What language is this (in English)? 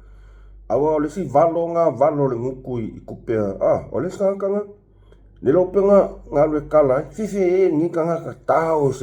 Samoan